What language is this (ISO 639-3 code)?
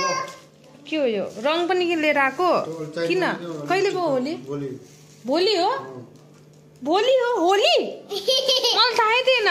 nep